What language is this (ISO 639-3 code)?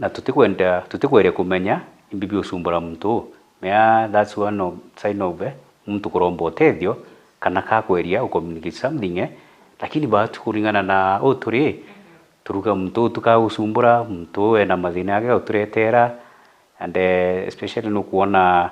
mer